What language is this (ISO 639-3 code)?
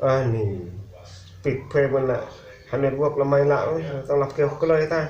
kha